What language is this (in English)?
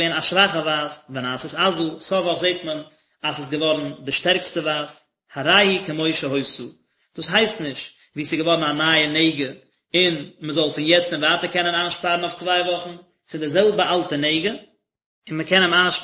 Yiddish